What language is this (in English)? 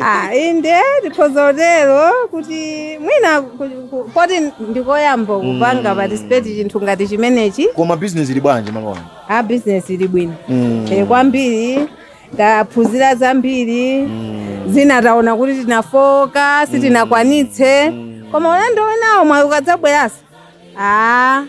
Nyanja